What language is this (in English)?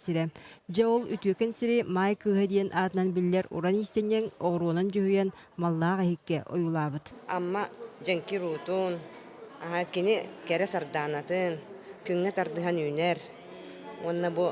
Yakut